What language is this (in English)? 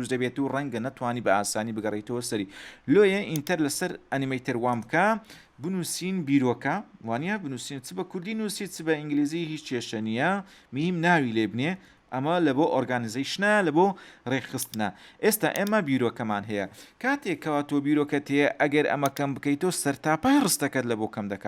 Central Kurdish